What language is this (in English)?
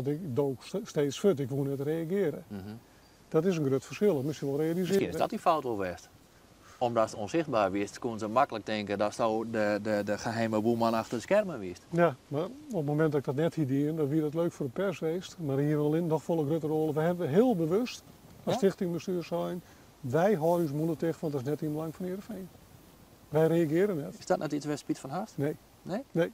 Western Frisian